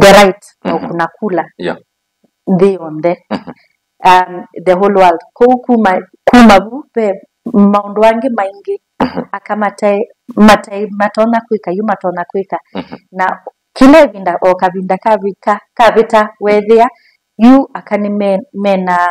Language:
Kamba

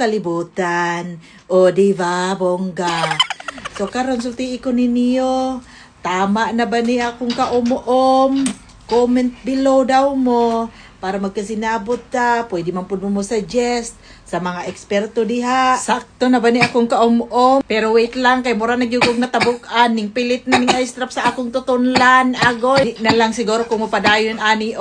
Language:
Cebuano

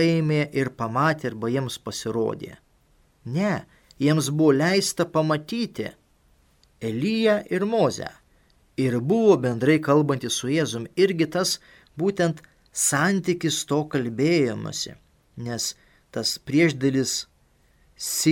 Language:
Lithuanian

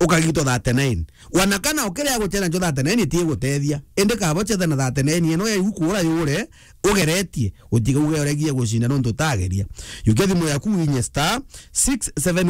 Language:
Meru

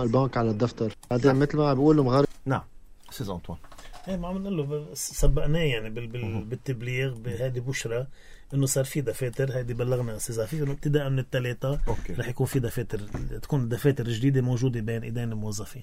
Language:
North Levantine Arabic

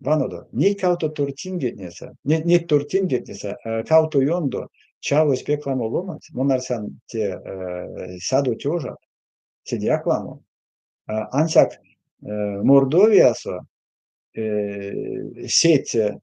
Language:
Erzya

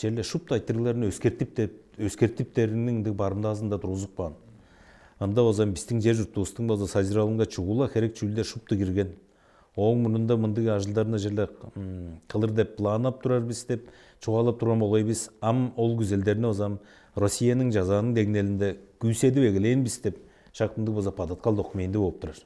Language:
Tuvinian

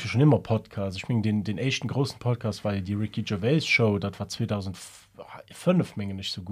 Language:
Luxembourgish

